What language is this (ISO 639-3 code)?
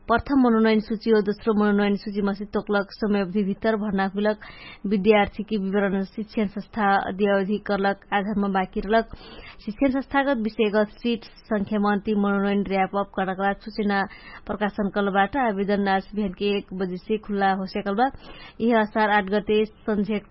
thl